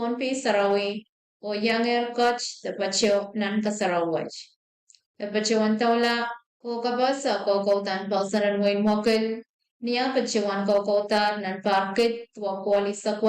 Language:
Pohnpeian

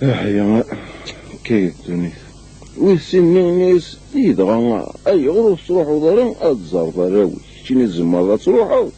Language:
Kabyle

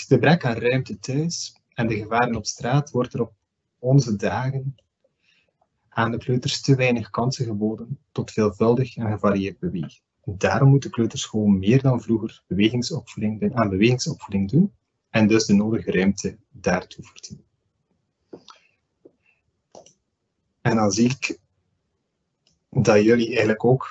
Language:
Dutch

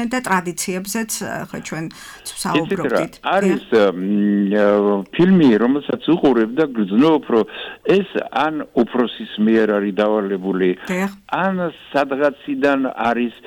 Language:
Georgian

